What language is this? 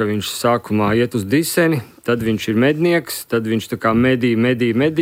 Latvian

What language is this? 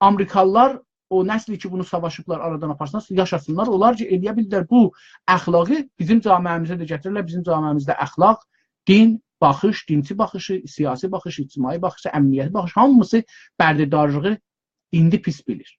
South Azerbaijani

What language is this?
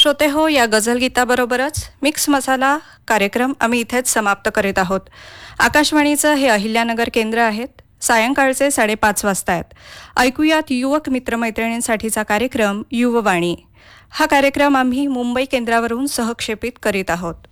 Marathi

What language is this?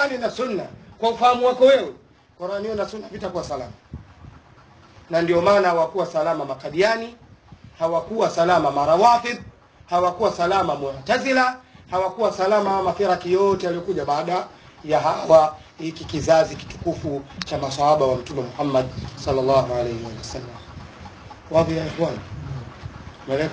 Swahili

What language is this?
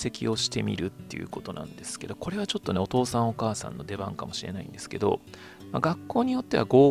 Japanese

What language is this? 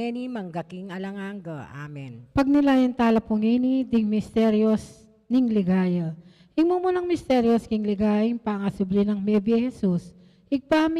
Pampanga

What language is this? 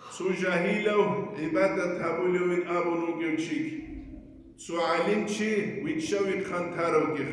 Avaric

